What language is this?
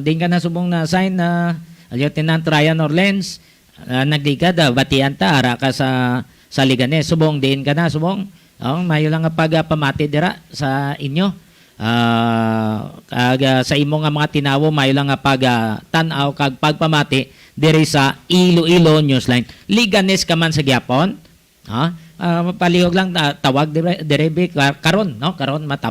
Hiligaynon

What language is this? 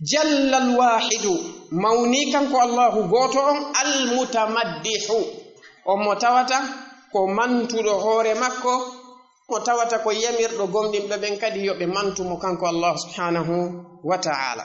Fula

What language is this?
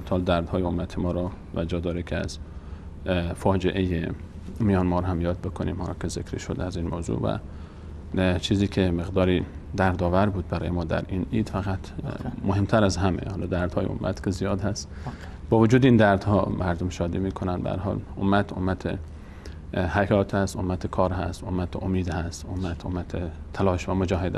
Persian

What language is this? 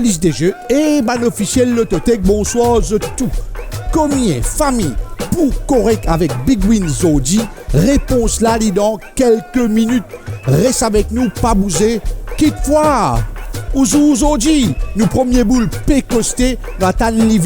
Morisyen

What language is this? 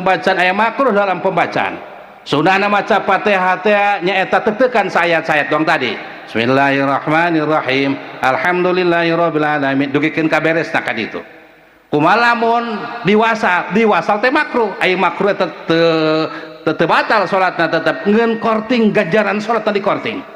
Sundanese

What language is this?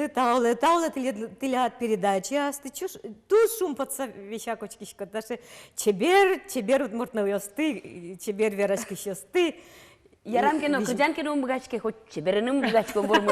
Udmurt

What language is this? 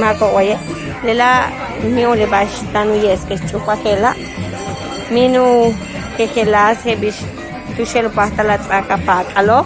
Yucateco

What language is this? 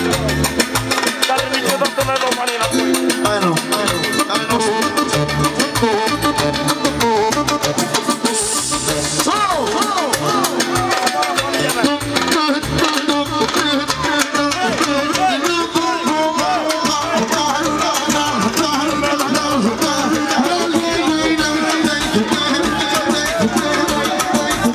Romanian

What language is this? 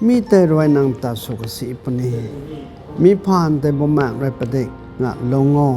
Rongmei Naga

